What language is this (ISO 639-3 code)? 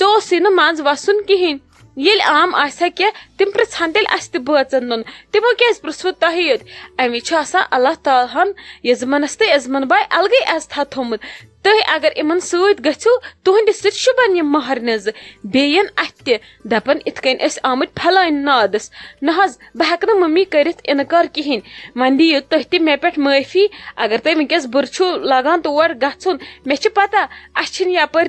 kas